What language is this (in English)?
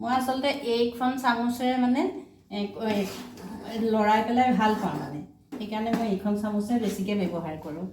Assamese